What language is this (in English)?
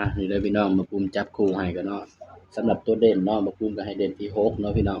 Northeastern Thai